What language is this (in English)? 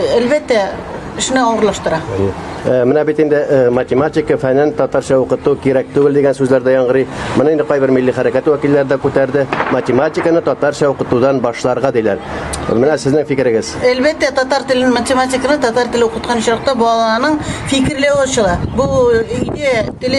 Tatar